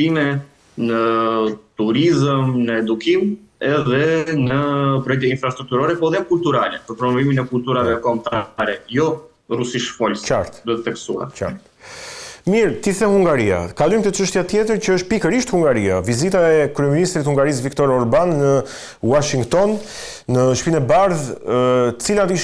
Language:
Albanian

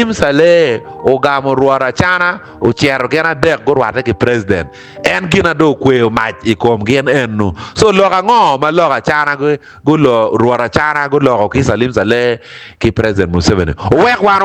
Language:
Acoli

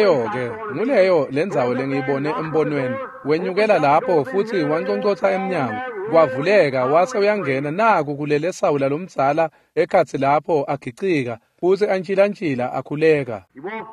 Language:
Swati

